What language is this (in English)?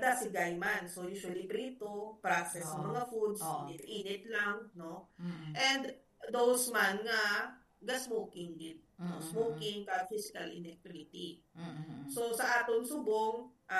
Hiligaynon